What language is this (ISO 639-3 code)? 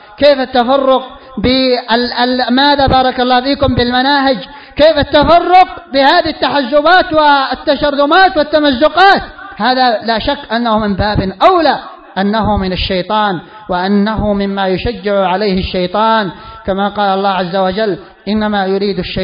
ara